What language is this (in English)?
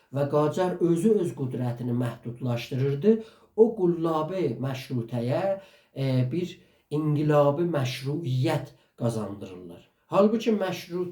South Azerbaijani